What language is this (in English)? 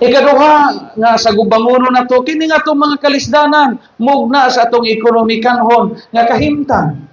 Cebuano